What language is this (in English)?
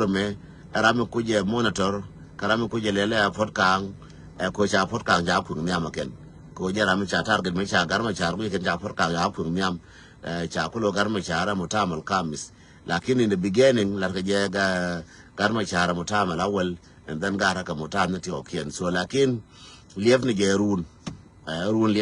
Nuer